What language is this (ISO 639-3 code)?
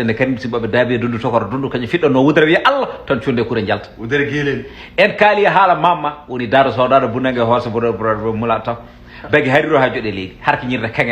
ful